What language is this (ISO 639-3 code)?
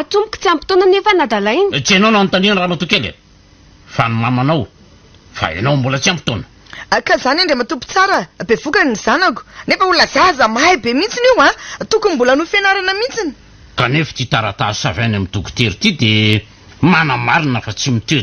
mlg